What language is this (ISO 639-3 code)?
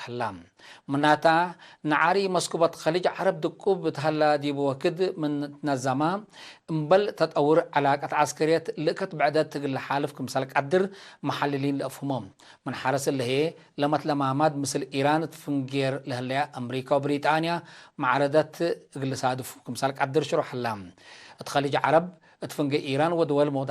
tig